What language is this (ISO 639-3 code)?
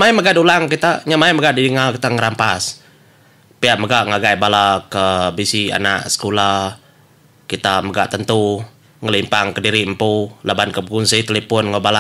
iba